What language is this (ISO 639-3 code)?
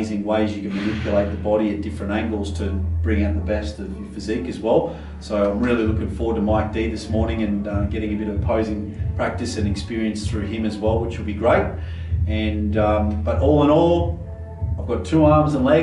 eng